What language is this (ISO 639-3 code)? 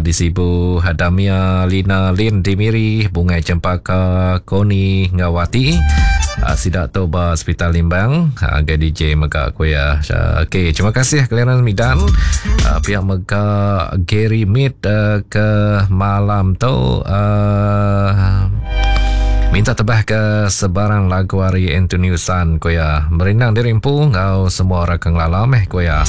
iba